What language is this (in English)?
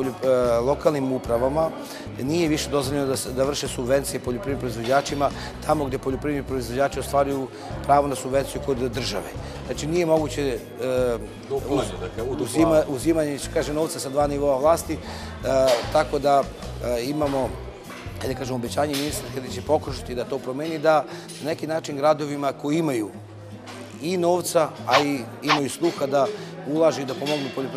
Serbian